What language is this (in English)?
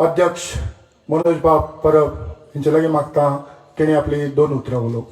Konkani